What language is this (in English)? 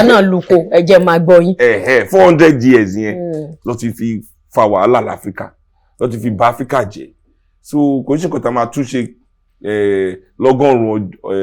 Yoruba